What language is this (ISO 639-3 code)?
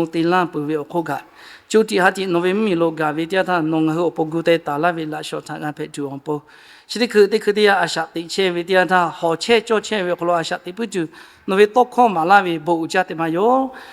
lhu